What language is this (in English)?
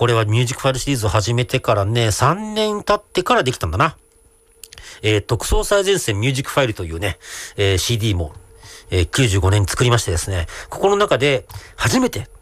Japanese